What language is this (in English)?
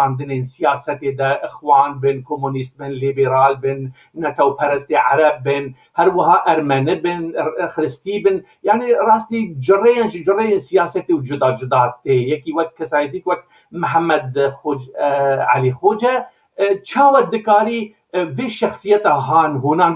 Kurdish